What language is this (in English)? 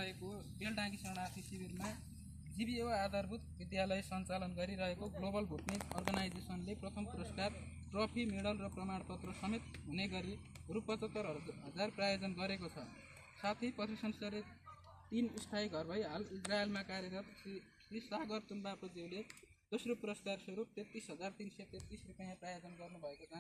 Nepali